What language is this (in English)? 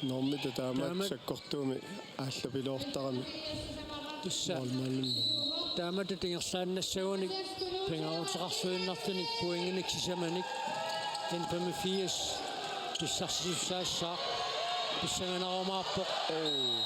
Kalaallisut